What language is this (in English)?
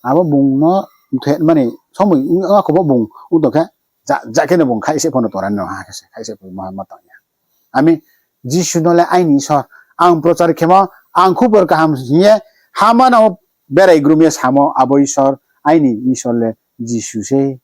Riang (India)